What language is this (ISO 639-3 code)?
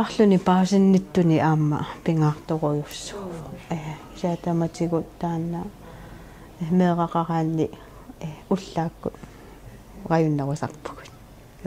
kal